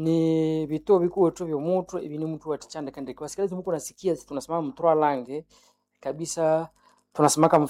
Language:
Nande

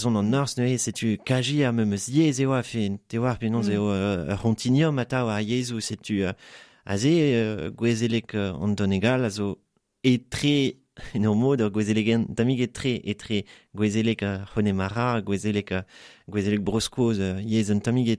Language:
Breton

